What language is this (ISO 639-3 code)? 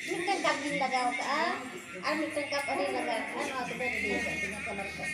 sat